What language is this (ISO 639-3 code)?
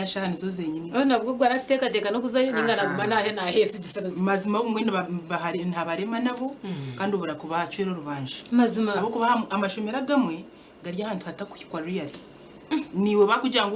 nyn